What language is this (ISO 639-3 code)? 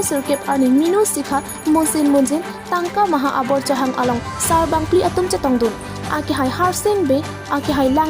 mjw